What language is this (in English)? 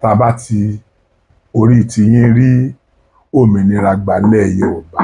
Yoruba